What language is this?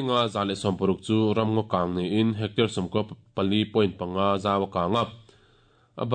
Mizo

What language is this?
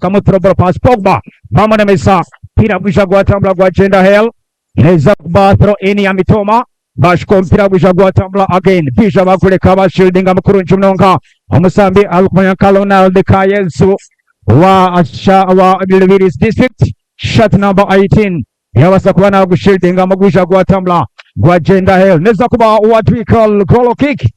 Nyankole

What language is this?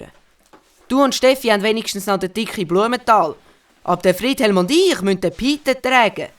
Swiss German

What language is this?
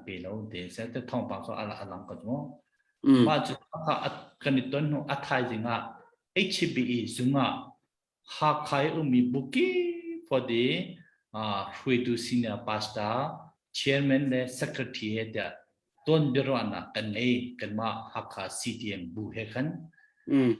Hakha Chin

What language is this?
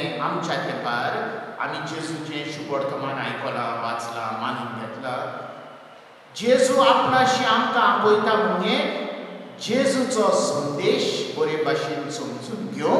Konkani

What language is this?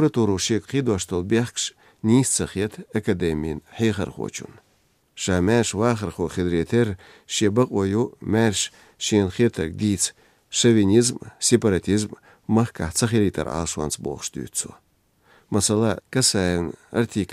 Chechen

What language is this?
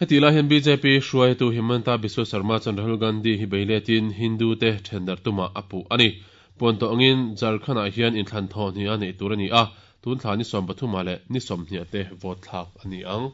Mizo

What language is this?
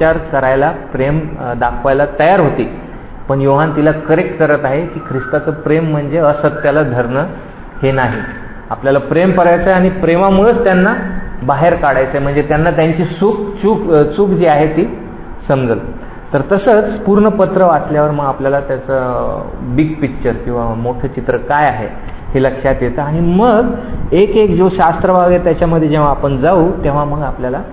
Marathi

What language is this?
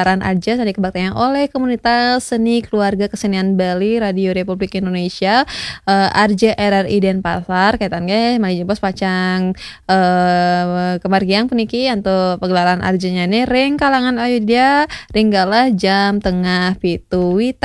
Balinese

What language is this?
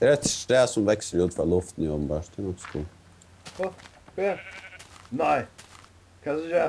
Faroese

